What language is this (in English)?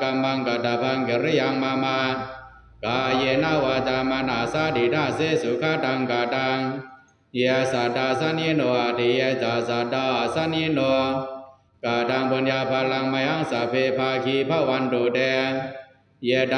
Pali